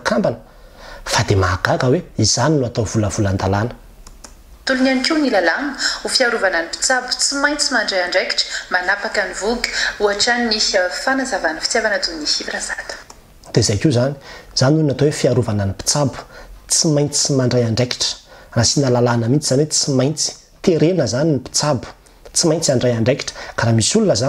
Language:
Malagasy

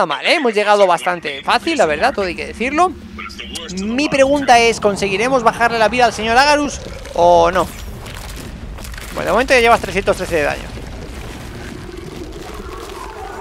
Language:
Spanish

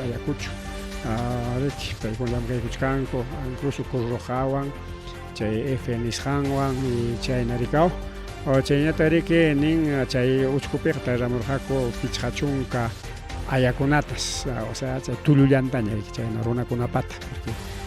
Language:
Ayacucho Quechua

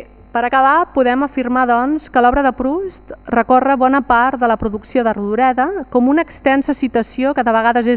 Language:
Catalan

